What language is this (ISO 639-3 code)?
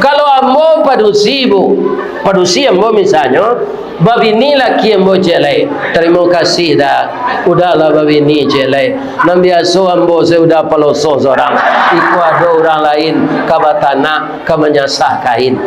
min